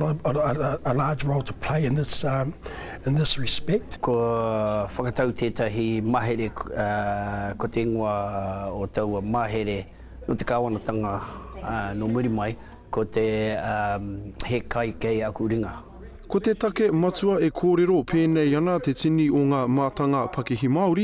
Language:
Māori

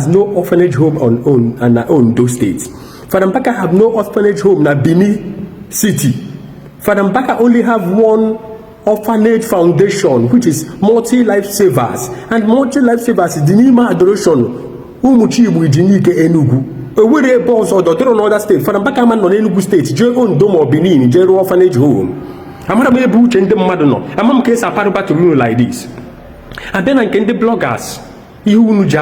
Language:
Igbo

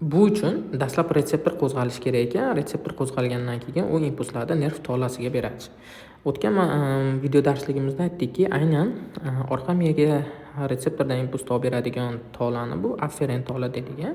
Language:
Uzbek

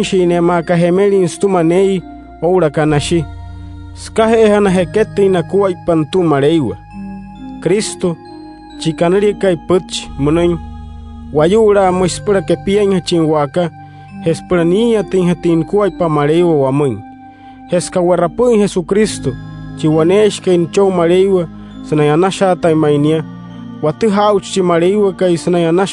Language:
Wayuu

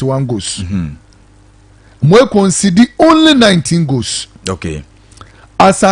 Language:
Akan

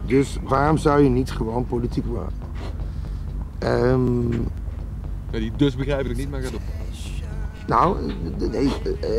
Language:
Dutch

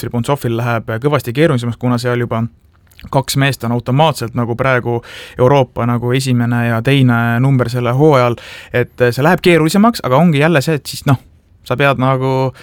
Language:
Estonian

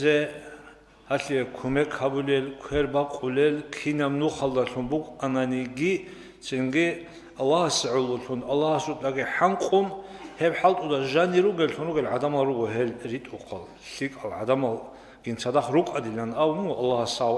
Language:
Avaric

